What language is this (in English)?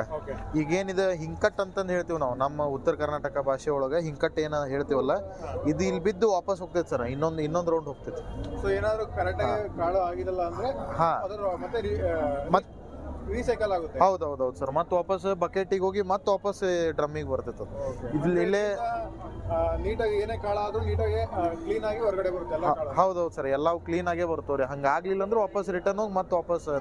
Kannada